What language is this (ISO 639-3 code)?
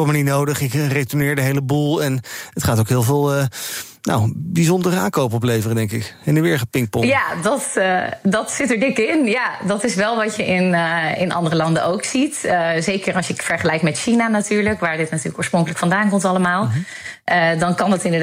nld